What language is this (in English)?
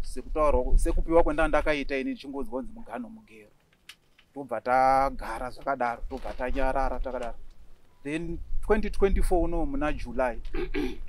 Shona